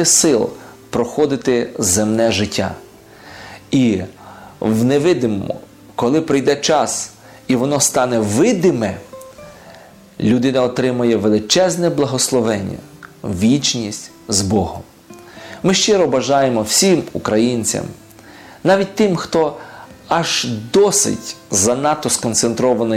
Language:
Ukrainian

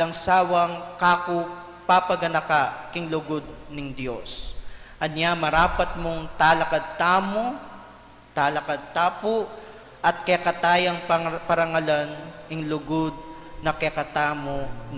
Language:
Pampanga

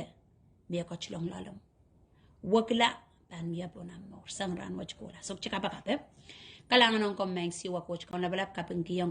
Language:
Pohnpeian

